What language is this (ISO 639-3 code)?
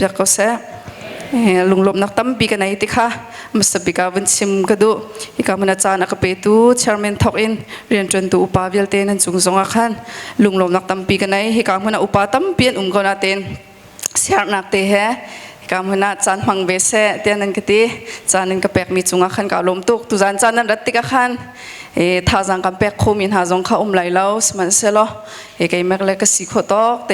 cnh